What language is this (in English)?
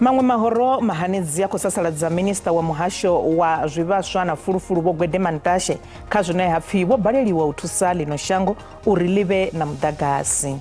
Venda